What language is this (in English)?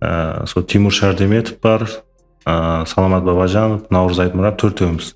Kara-Kalpak